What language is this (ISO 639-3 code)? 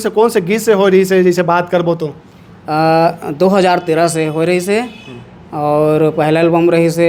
hne